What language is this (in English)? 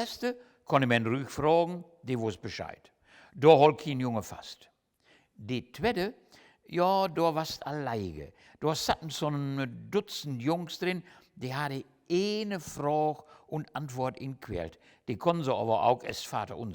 Low German